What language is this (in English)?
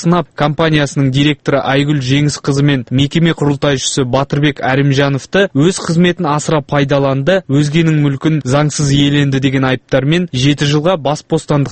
Kazakh